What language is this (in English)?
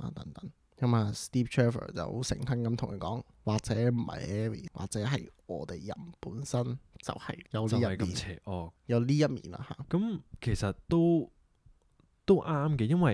Cantonese